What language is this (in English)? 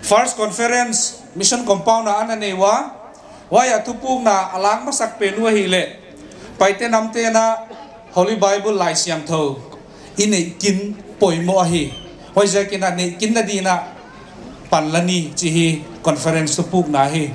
Paite Chin